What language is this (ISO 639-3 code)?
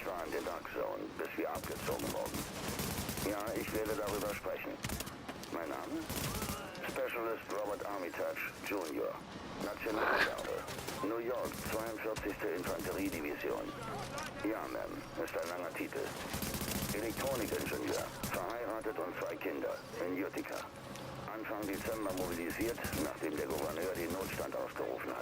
gsw